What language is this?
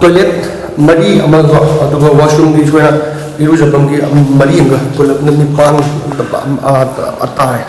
Manipuri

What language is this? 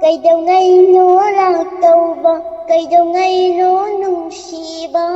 Manipuri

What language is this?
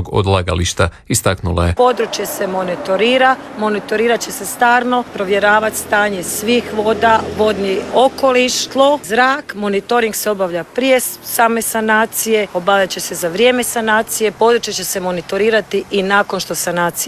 Croatian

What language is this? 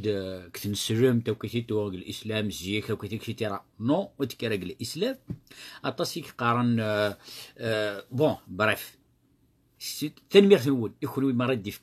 Kabyle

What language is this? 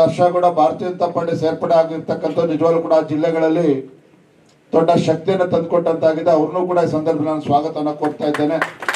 Kannada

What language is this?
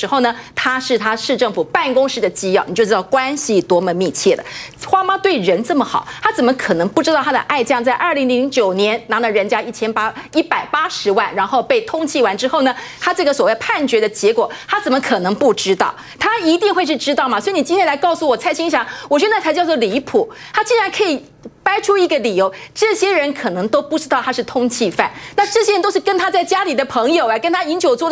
Chinese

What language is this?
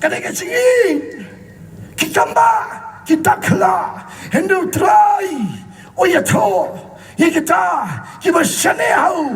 Khasi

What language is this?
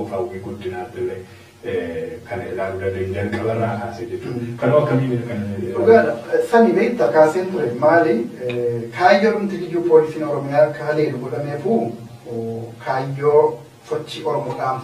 Oromo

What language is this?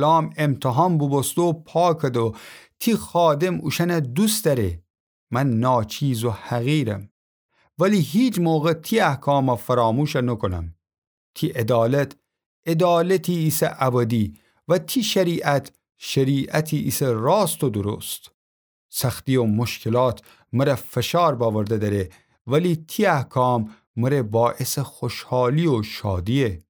Gilaki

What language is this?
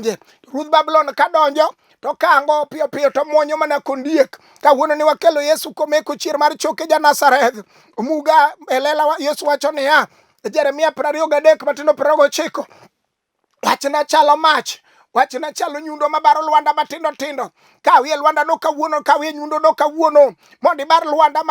Luo (Kenya and Tanzania)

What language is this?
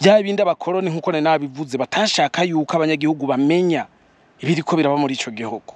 Rundi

